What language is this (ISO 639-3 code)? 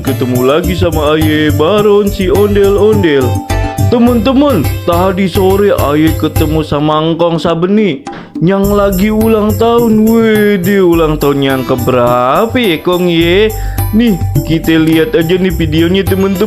bew